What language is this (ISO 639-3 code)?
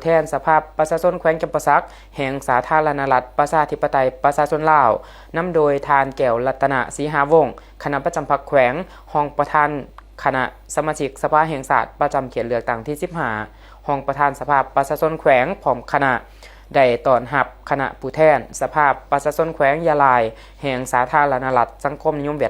lao